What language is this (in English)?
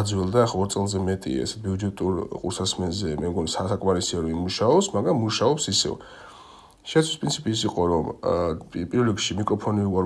Georgian